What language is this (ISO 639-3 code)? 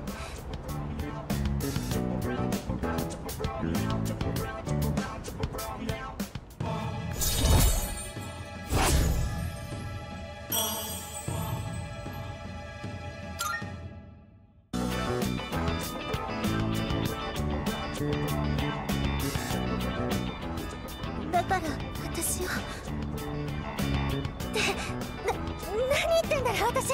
jpn